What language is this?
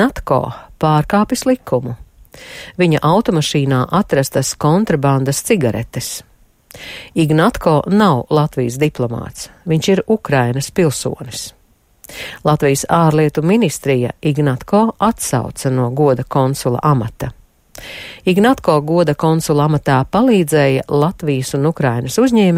Latvian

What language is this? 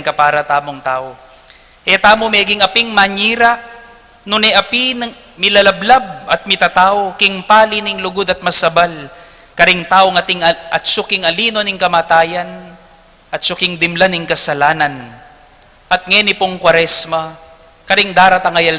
Pampanga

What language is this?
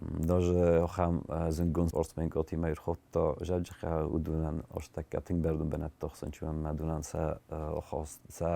Ossetic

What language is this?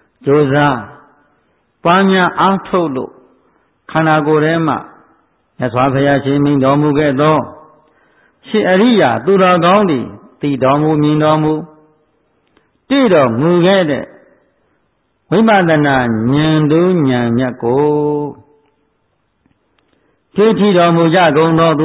Burmese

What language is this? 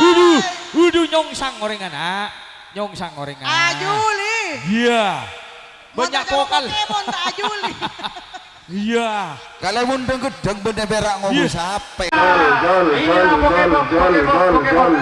Madurese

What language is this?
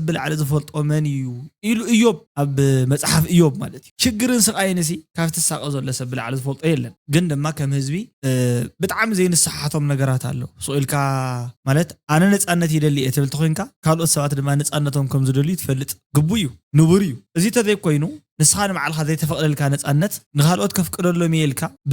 Tigrinya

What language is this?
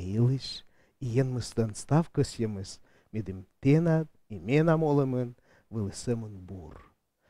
Komi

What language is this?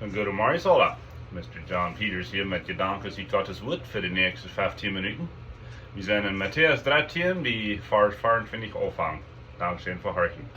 Plautdietsch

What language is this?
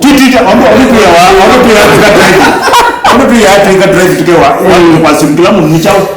Kamba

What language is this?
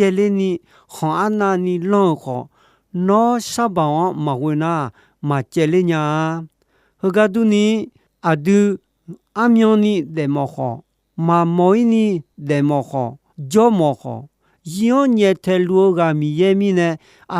Akha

